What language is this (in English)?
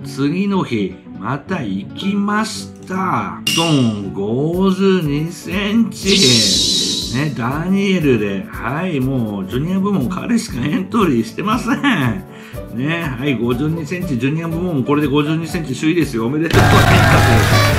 Japanese